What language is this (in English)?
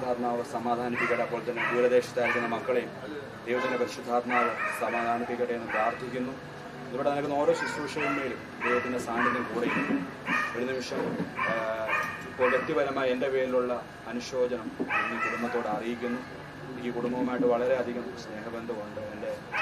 Malayalam